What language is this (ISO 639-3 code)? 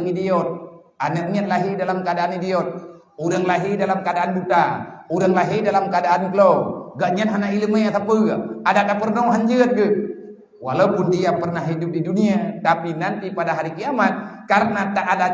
ace